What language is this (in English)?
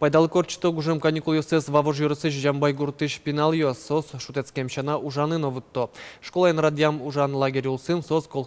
Udmurt